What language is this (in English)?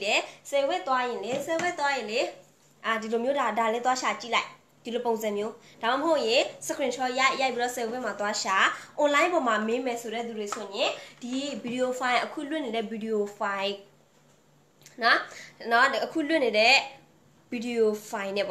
Burmese